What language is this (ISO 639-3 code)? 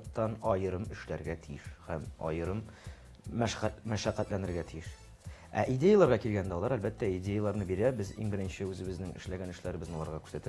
tat